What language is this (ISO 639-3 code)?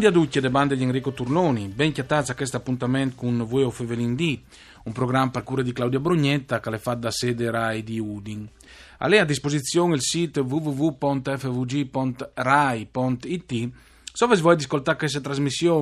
fur